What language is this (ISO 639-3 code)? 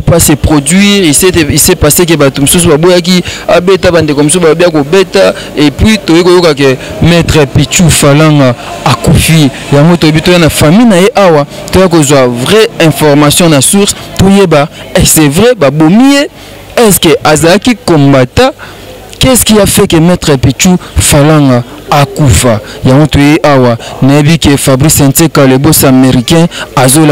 lin